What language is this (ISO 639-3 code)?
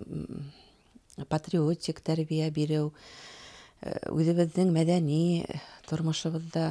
bak